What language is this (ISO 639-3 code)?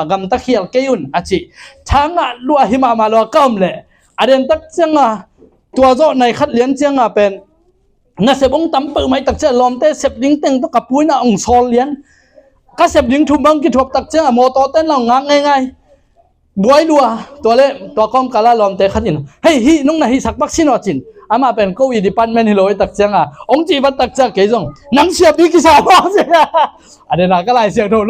ctd